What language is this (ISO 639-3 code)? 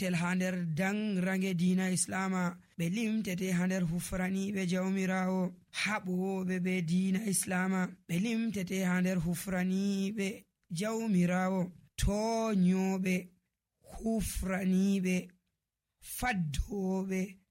fuv